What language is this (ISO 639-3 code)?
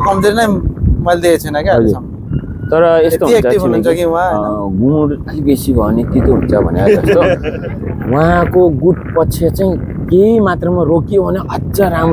nep